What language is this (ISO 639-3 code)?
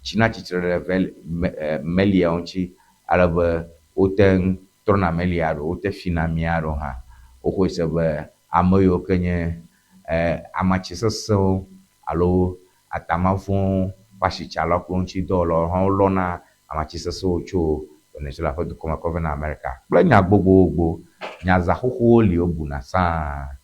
ewe